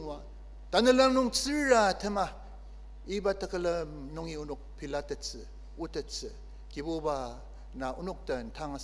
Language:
Ao Naga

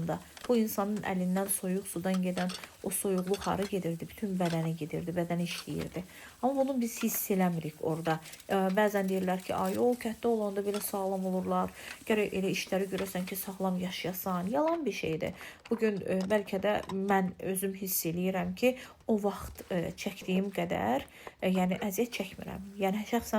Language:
Azerbaijani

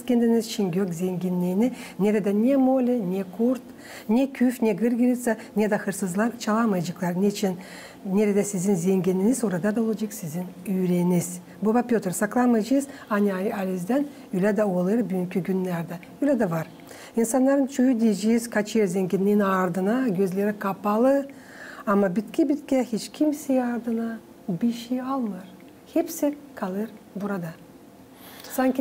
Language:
Gagauz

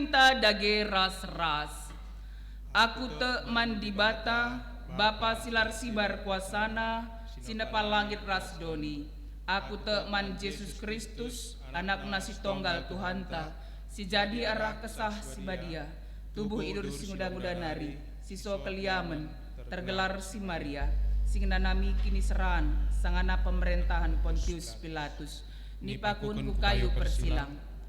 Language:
Batak Karo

